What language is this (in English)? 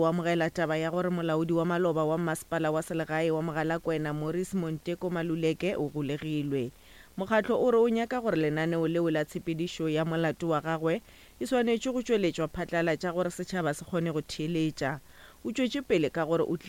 Northern Sotho